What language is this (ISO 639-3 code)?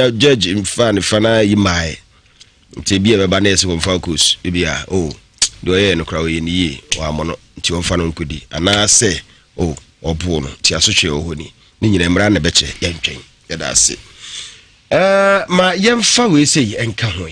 aka